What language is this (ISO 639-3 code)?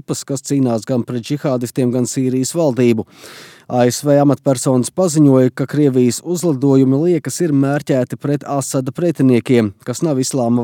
lav